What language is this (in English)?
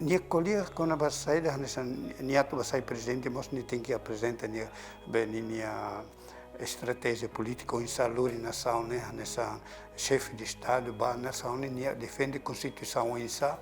Tetum